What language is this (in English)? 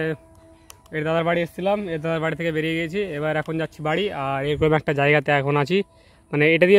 Bangla